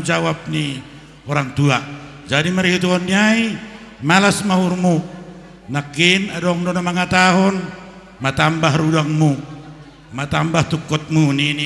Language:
Batak Simalungun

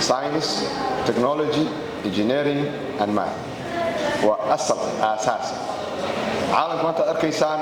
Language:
Somali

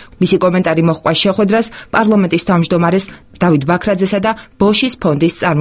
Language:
Georgian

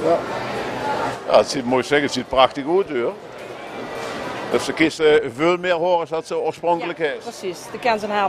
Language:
Dutch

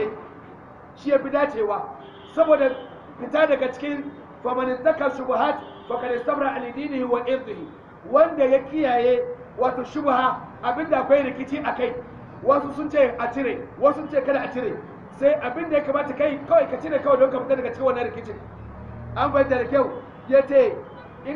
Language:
Hausa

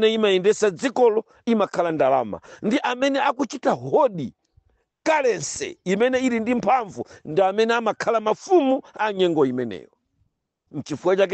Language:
Nyanja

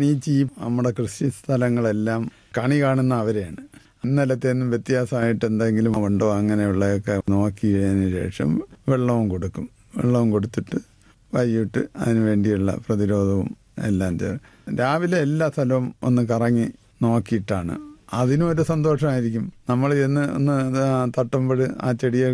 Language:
Malayalam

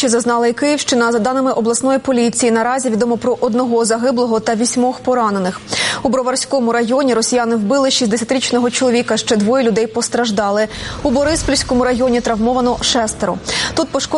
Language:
Ukrainian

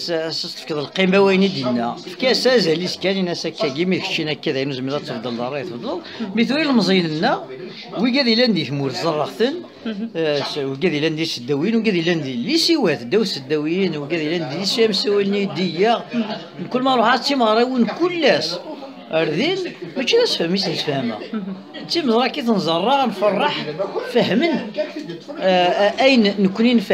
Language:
Kabyle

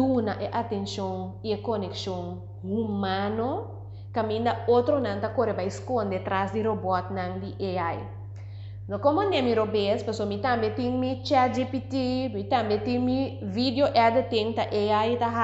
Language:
Papiamento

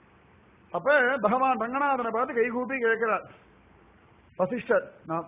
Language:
Tamil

